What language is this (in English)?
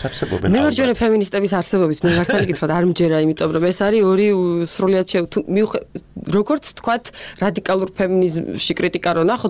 Georgian